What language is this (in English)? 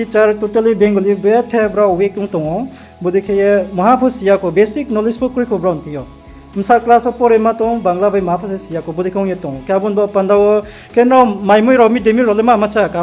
Riang (India)